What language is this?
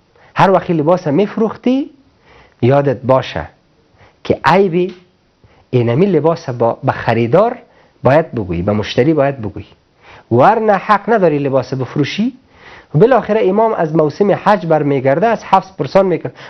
Persian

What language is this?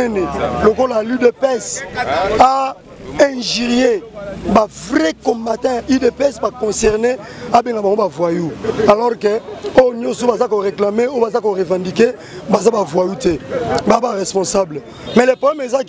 Lingala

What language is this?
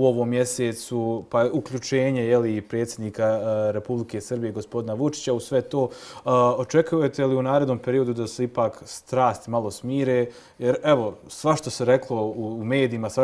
Bosnian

